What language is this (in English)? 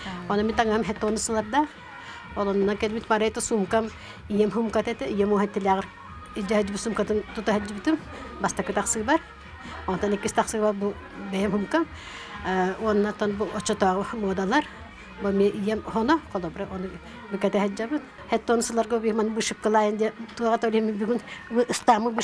Yakut